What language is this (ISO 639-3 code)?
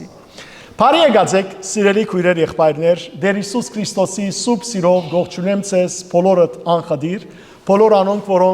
hyw